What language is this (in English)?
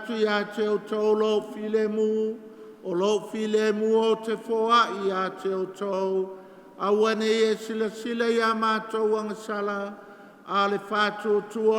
Samoan